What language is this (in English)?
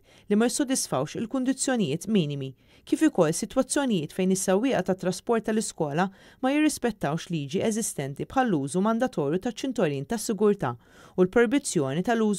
Maltese